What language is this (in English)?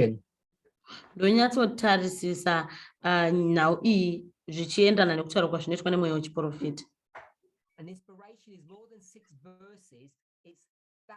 Shona